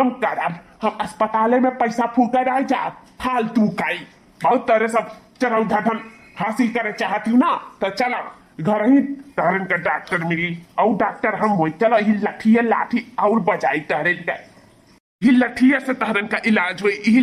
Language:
Awadhi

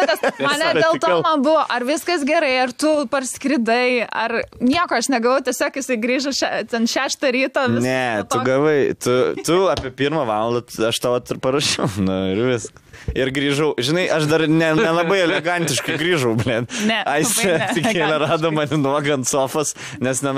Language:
Lithuanian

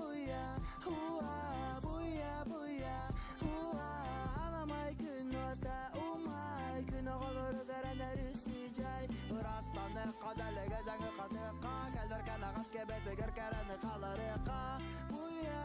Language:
Yakut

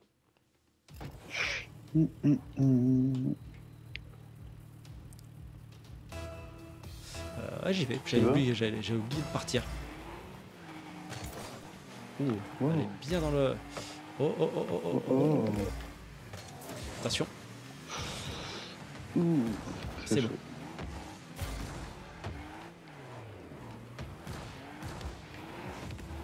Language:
French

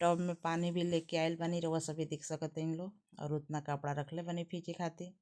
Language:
Bhojpuri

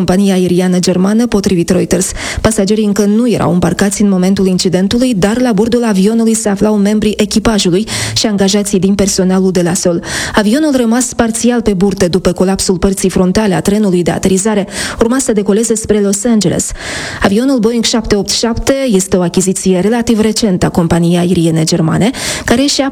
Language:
Romanian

